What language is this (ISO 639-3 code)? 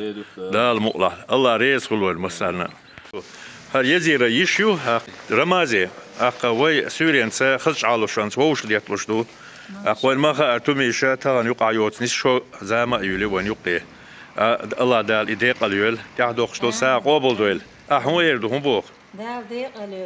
che